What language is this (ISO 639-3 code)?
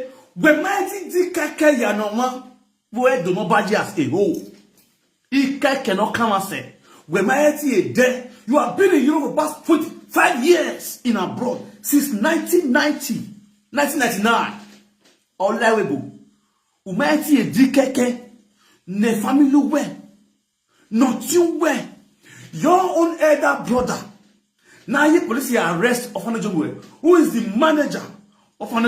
pcm